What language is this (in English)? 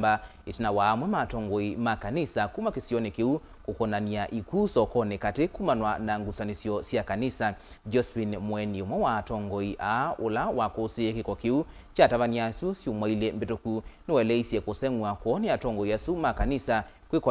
Kamba